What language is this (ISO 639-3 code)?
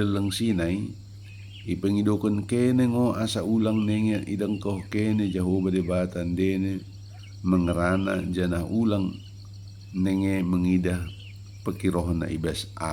btd